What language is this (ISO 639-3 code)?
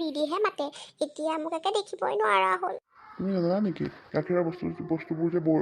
asm